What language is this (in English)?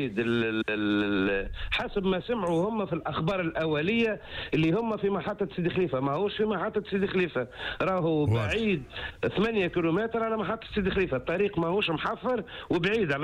Tunisian Arabic